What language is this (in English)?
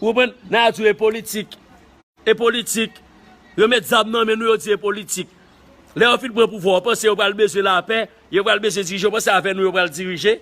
Haitian Creole